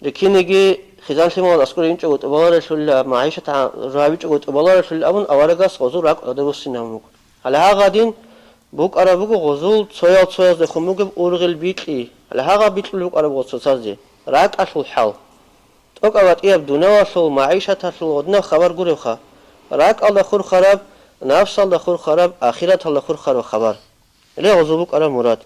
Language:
Avaric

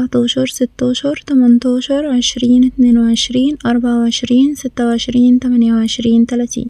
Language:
Egyptian Arabic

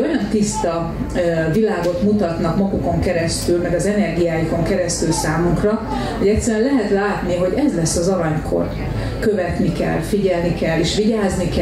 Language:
Hungarian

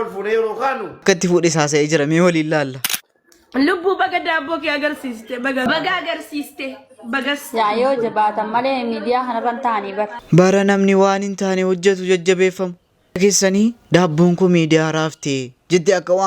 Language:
Oromo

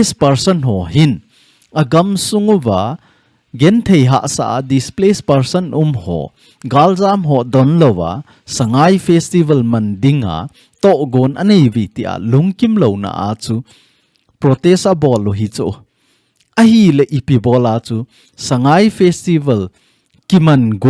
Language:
Thado Chin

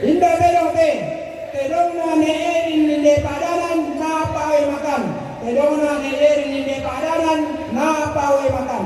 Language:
Toraja-Sa'dan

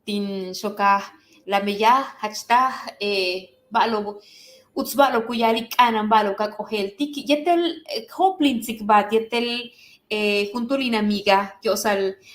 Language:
Yucateco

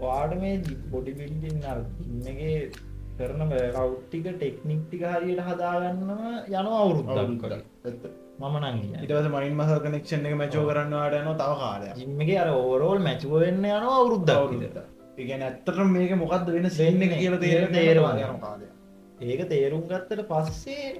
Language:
Sinhala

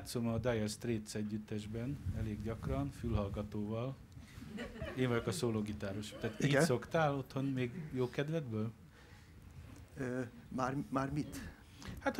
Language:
Hungarian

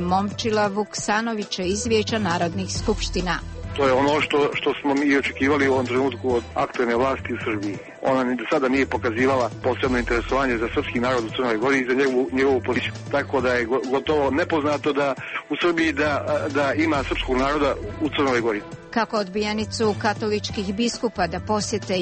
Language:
Bosnian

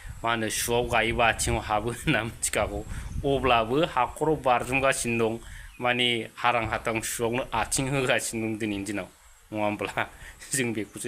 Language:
Bodo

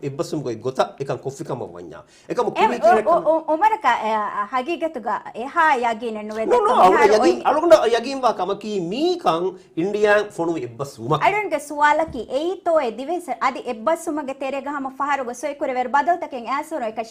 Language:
Divehi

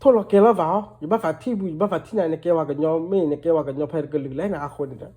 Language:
S'gaw Karen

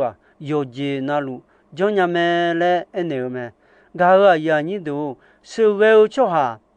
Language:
Akha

